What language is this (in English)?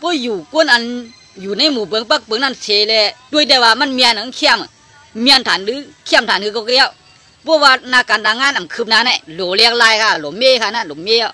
Shan